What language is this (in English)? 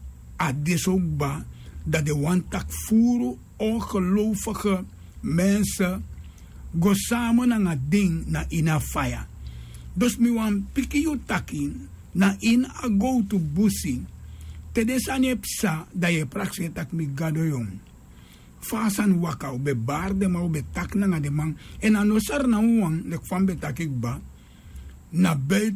Sranan Tongo